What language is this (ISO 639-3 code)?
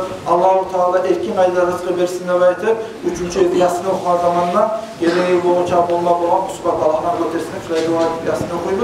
kum